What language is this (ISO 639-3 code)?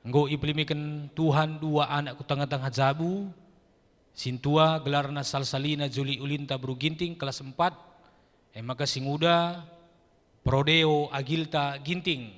btx